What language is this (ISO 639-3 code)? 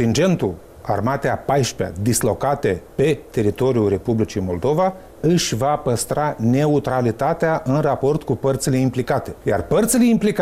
ron